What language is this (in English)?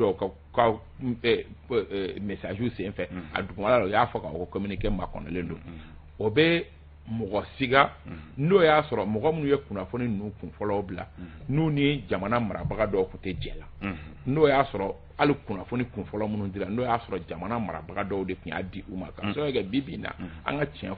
Bambara